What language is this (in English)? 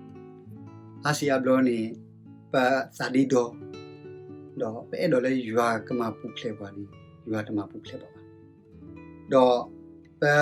S'gaw Karen